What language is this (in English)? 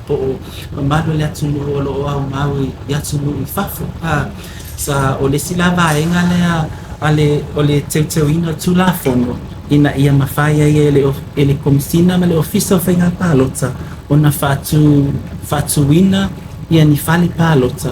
Samoan